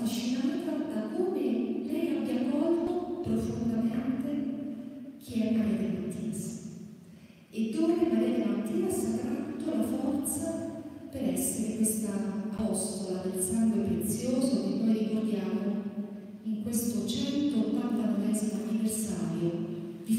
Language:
Italian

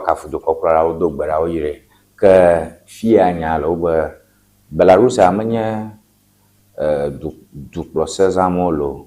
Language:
Ewe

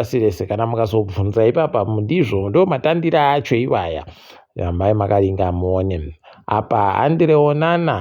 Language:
Ndau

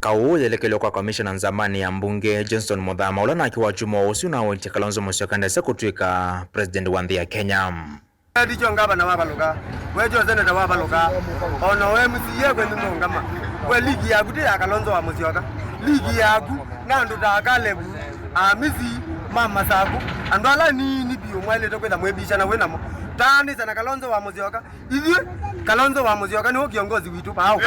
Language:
Kamba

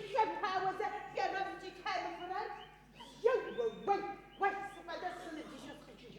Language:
Adyghe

